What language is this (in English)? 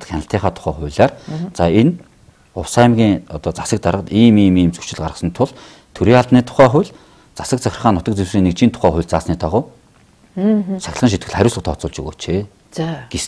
Mongolian